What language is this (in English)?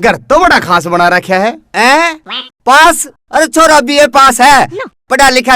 Haryanvi